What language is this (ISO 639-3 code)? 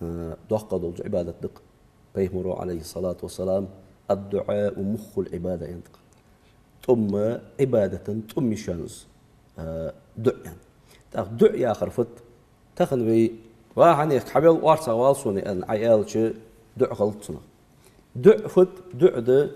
inh